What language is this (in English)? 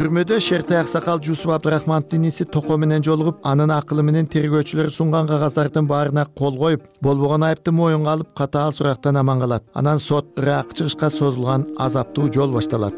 Kyrgyz